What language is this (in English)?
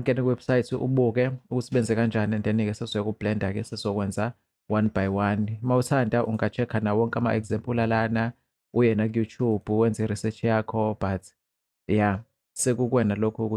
Zulu